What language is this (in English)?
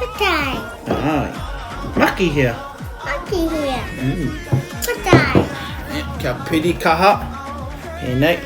Māori